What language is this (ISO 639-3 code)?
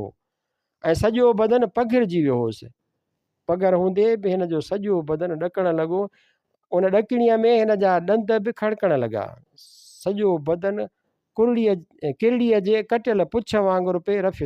snd